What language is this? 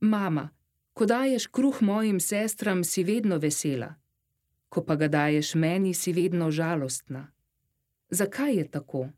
Slovenian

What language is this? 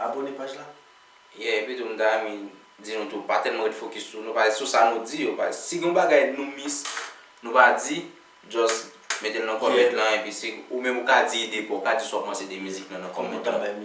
Haitian Creole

